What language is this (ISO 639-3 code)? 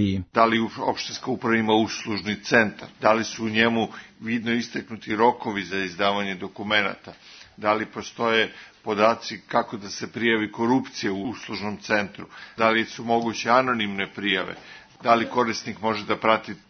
srp